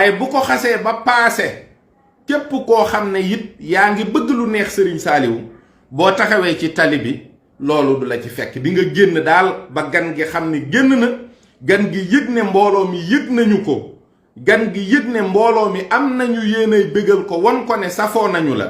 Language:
Wolof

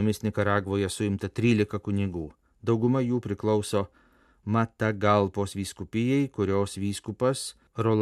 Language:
Lithuanian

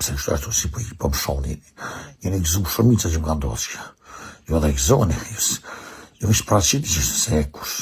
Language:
Albanian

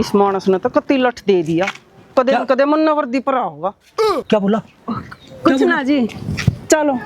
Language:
Haryanvi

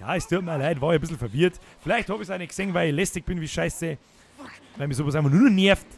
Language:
Bavarian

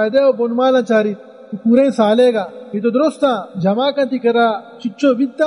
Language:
Baluchi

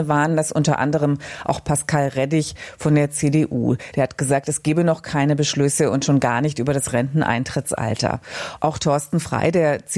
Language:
German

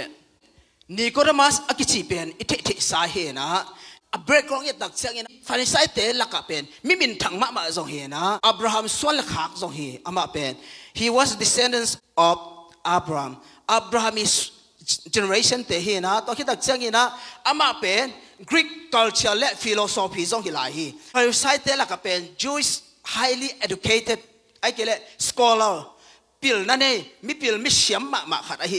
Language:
Tedim Chin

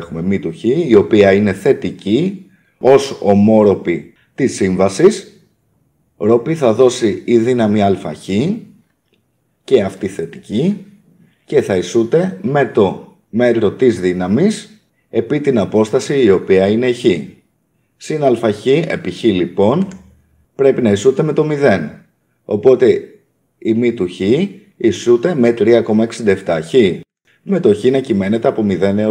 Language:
Greek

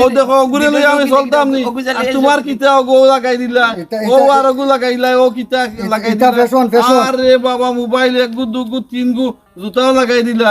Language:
Sylheti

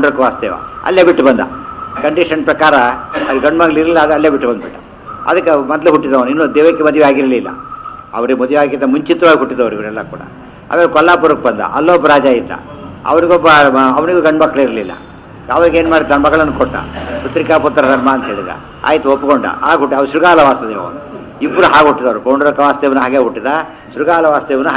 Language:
Kannada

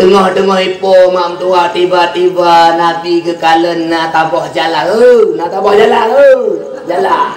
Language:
Achinese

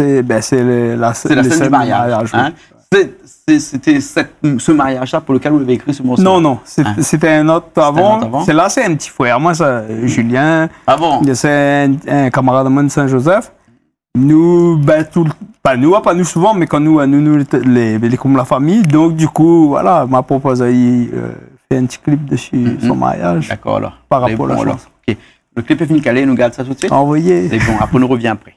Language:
Réunion Creole French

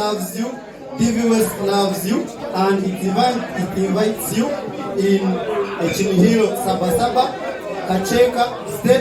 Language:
Nyankole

